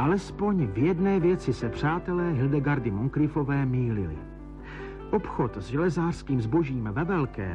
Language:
Czech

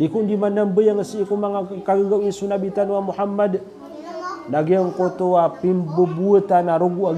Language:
Maranao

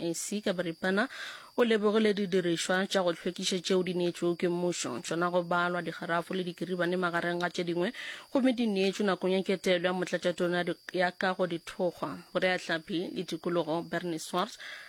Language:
Northern Sotho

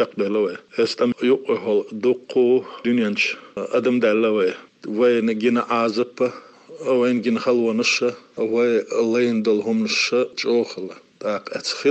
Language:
Chechen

